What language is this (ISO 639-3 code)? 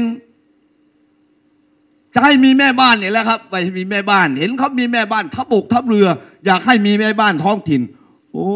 tha